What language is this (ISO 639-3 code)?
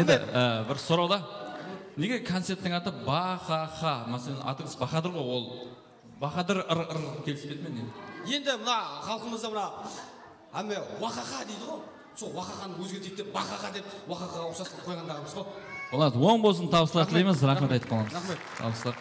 kaa